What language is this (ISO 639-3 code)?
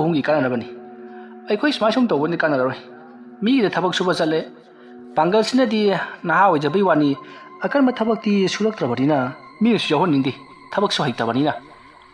mni